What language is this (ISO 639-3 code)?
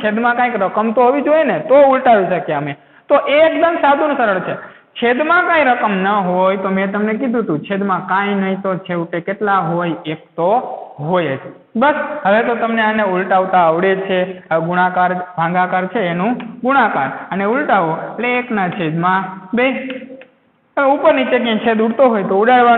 guj